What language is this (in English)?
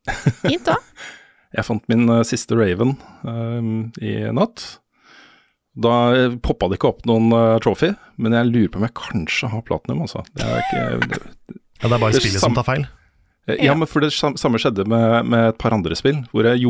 Norwegian